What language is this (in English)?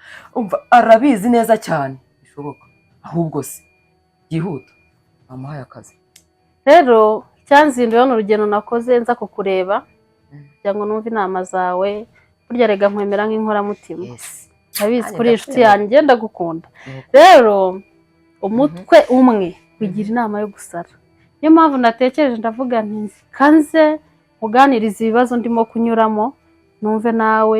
Kinyarwanda